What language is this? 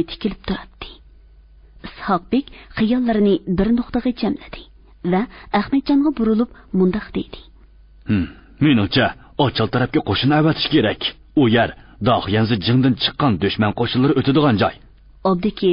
Uyghur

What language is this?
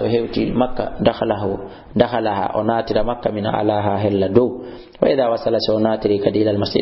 Fula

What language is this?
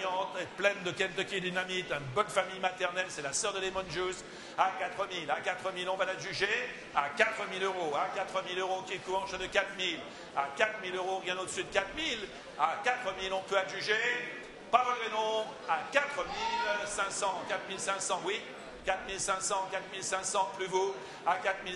French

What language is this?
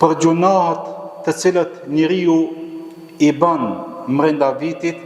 Albanian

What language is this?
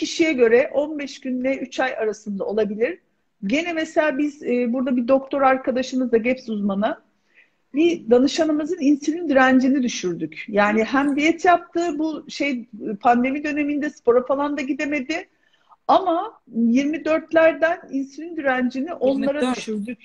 Turkish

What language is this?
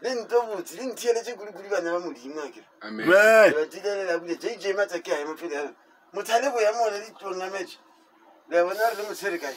Northern Sotho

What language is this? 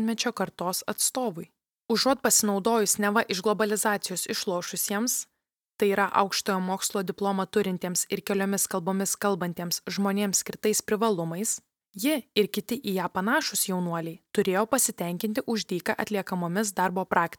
Lithuanian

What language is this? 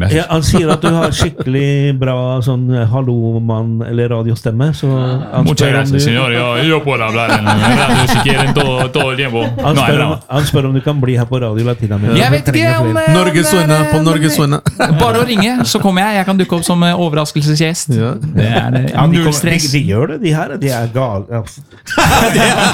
Norwegian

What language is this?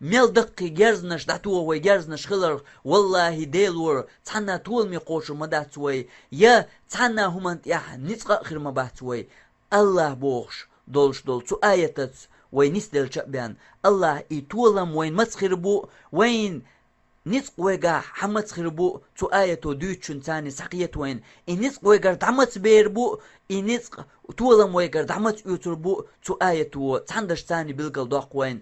Chechen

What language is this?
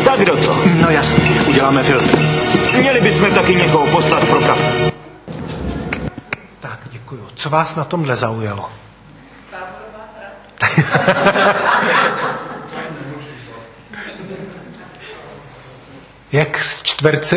Czech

